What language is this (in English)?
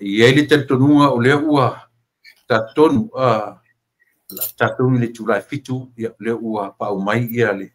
Samoan